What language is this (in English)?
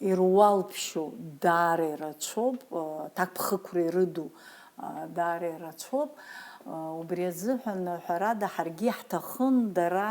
Abkhazian